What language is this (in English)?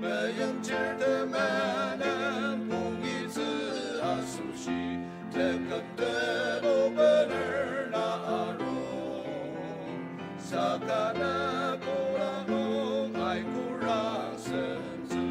Ao Naga